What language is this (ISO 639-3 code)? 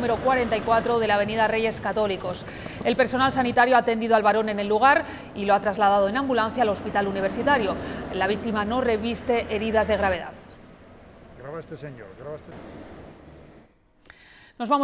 spa